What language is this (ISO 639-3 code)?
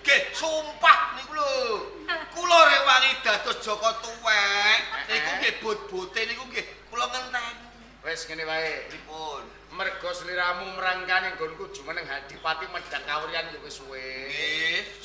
jav